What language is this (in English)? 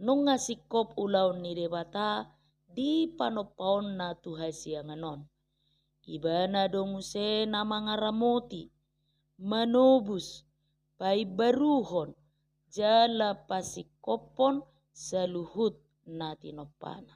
Batak Toba